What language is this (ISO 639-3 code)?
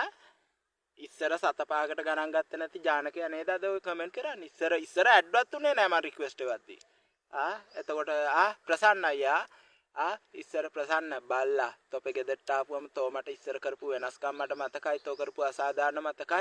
sin